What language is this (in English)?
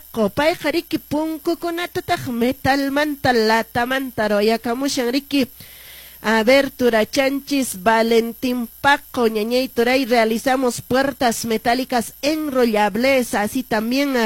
Quechua